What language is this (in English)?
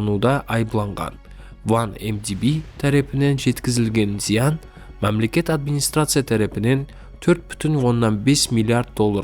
Kara-Kalpak